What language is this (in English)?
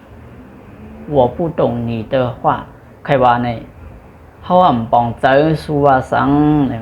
Shan